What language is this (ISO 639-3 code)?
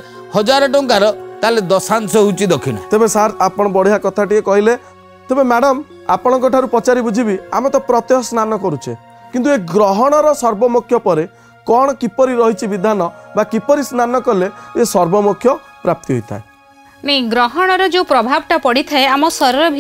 ori